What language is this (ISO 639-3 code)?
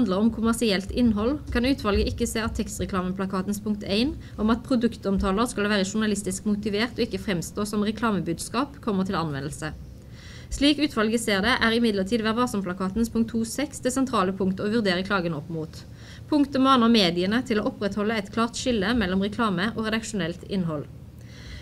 nor